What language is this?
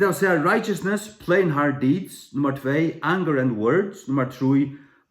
Faroese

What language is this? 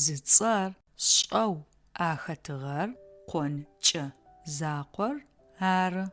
Adyghe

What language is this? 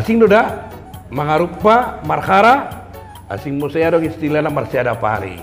Batak Toba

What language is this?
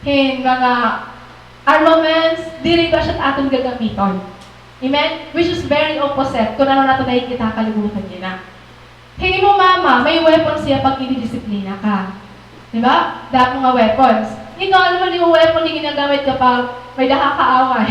Waray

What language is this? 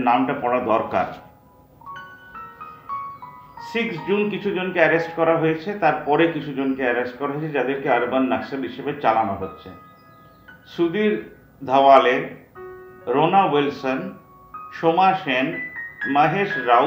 Bangla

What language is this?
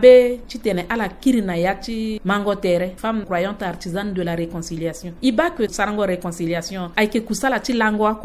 Sango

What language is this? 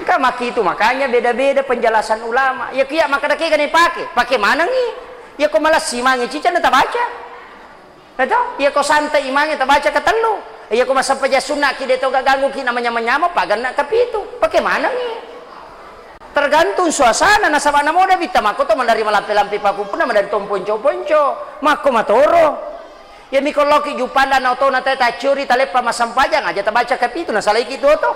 Buginese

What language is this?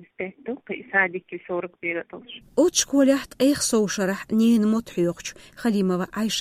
Chechen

